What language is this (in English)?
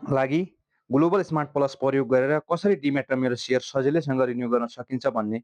Nepali